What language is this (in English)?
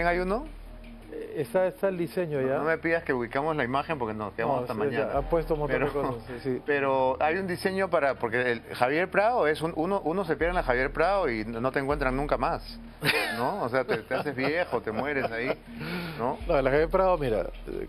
Spanish